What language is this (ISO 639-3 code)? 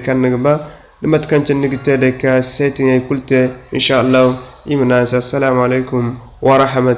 dje